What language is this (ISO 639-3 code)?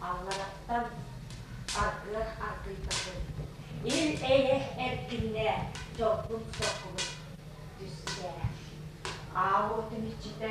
sah